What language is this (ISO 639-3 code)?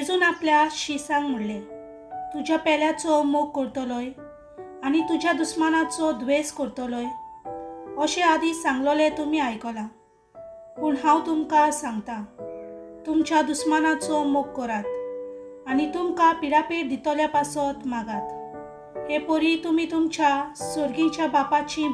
kok